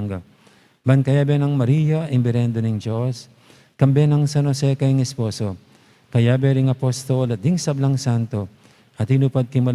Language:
Pampanga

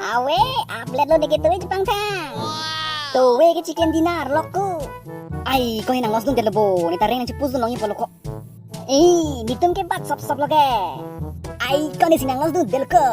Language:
Karbi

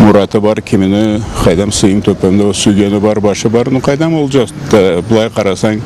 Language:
Karachay-Balkar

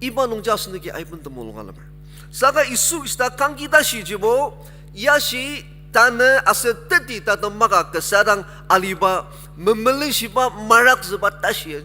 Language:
Ao Naga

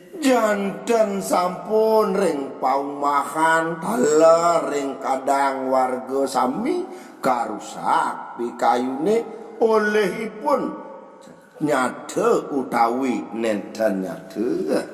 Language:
Balinese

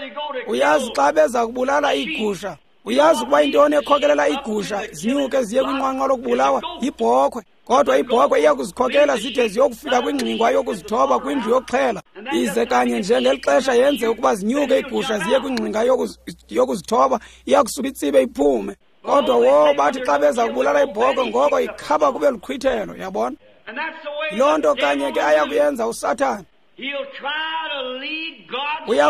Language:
Xhosa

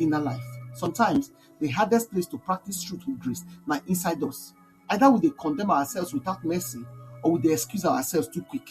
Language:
Nigerian Pidgin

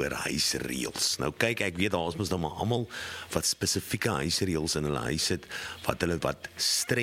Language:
Afrikaans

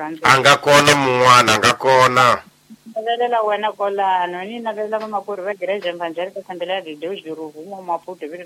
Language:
Tsonga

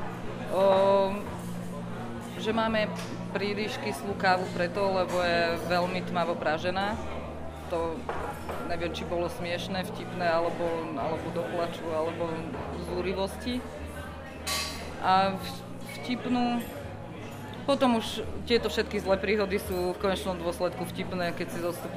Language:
Slovak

